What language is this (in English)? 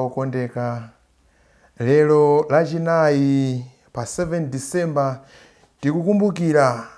Nyanja